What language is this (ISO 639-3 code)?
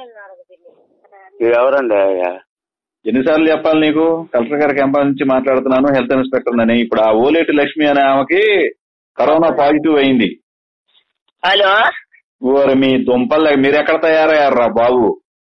tel